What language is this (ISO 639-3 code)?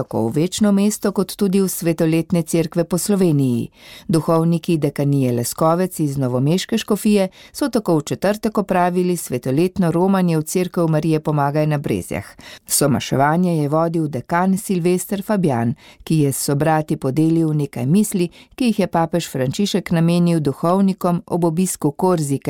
slv